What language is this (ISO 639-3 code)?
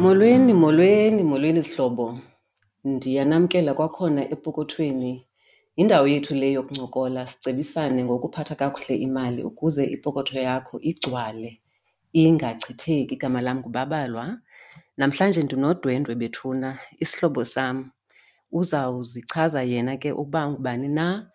xho